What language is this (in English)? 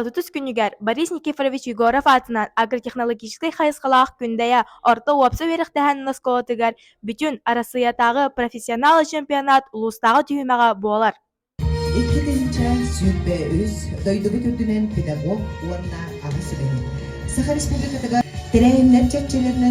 Yakut